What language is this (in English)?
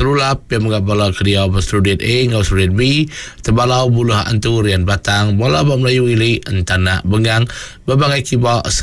Iban